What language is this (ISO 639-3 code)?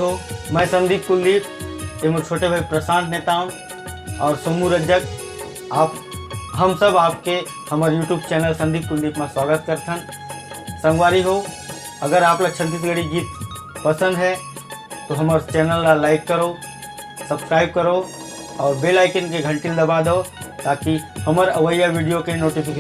hne